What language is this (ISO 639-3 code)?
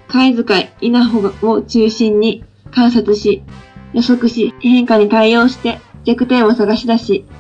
jpn